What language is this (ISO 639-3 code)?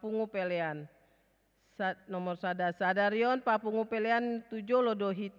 bbc